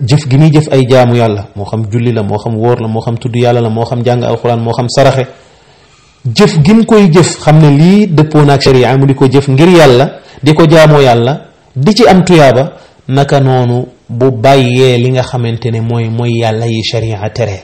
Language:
Wolof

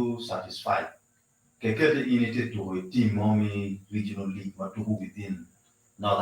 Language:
Acoli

